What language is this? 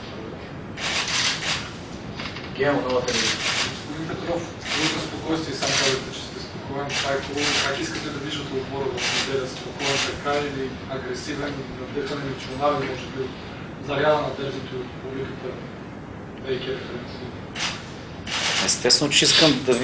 Bulgarian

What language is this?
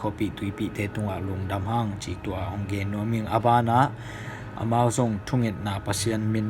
Tedim Chin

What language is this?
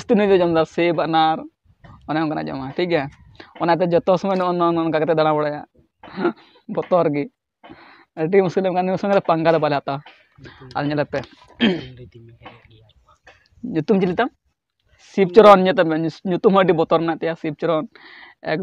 Santali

